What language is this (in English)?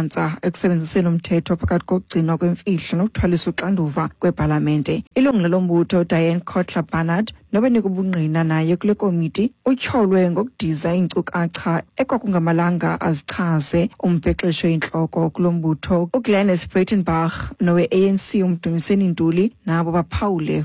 Xhosa